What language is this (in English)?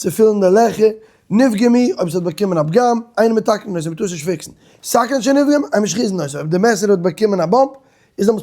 Yiddish